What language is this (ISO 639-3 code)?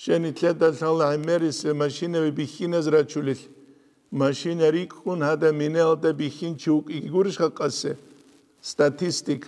ava